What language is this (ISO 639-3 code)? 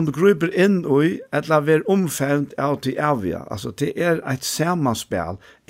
fao